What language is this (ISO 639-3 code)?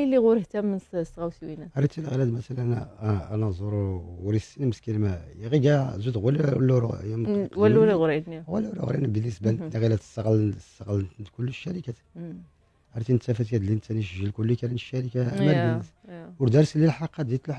ary